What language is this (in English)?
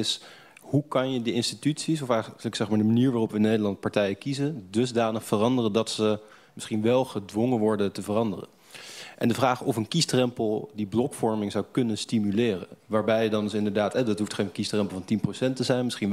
Dutch